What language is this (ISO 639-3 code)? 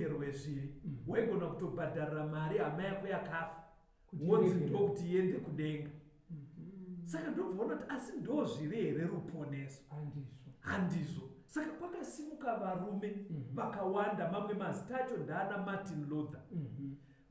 sna